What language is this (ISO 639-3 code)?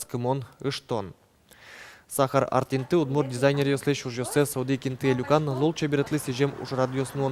udm